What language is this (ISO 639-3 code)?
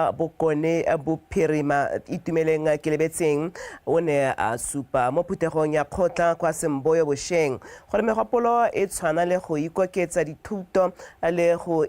tsn